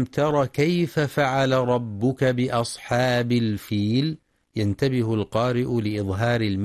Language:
Arabic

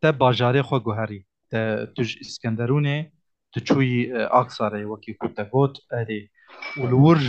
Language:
Kurdish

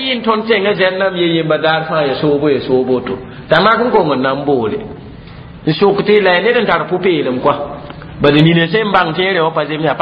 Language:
Mossi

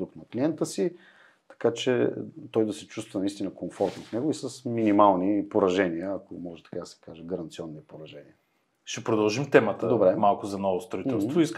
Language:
Bulgarian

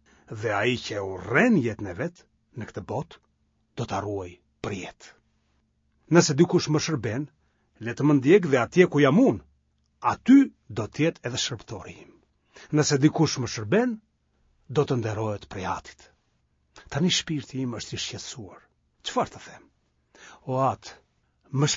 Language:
Albanian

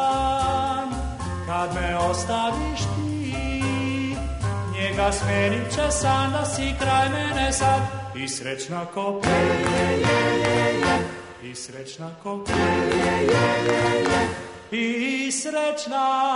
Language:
Serbian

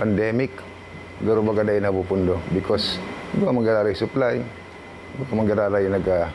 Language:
Bikol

